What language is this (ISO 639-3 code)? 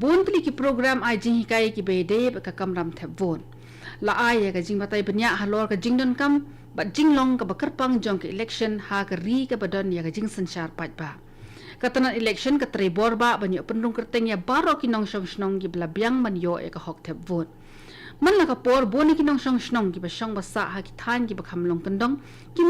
kha